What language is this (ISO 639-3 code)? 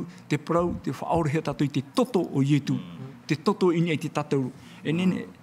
tah